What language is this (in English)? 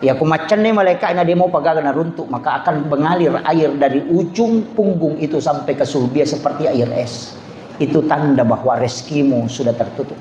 Buginese